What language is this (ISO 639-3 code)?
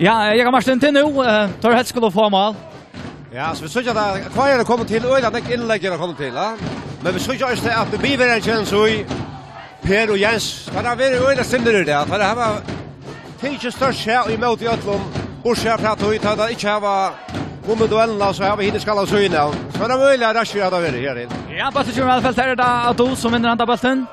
fao